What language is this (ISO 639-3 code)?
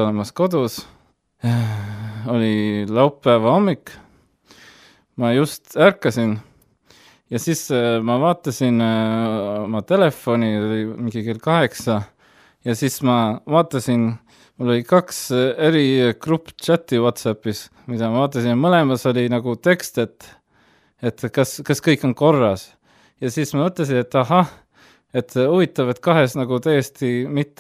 est